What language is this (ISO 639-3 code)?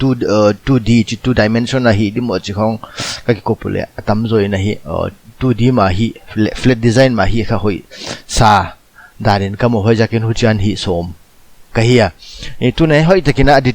pck